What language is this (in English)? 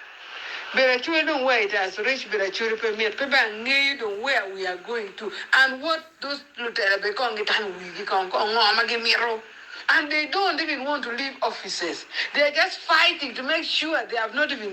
Acoli